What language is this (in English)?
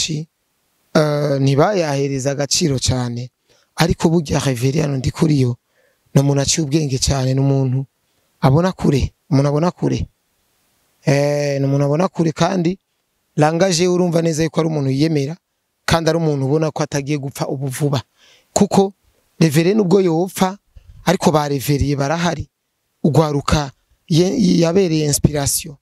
Rundi